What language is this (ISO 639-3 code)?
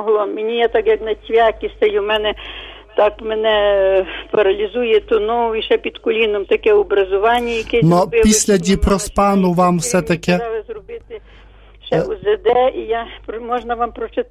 ukr